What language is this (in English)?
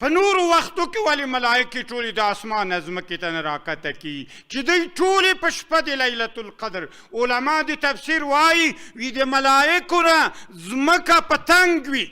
Pashto